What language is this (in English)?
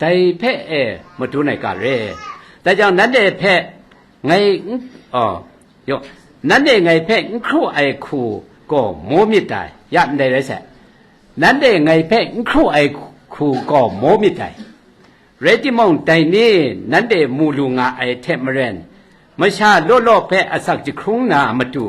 Kachin